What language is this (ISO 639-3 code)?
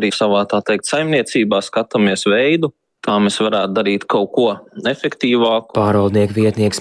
lav